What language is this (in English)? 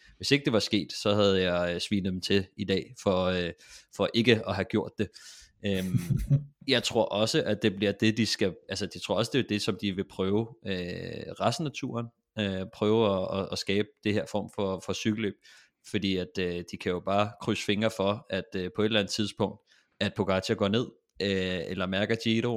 Danish